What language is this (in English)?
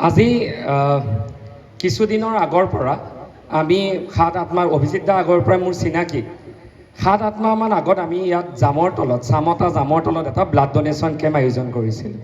Assamese